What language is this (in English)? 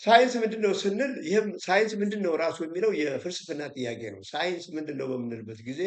Amharic